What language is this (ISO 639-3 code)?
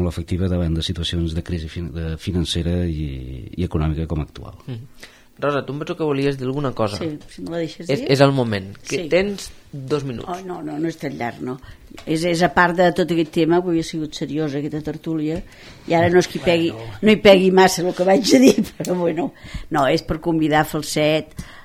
cat